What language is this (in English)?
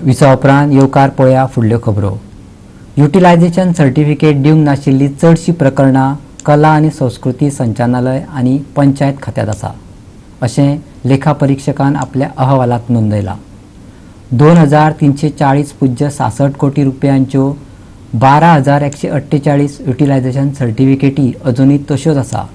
Konkani